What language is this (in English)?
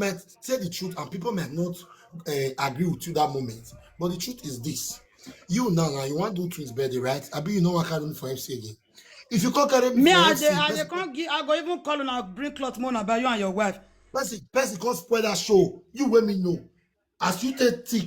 Nigerian Pidgin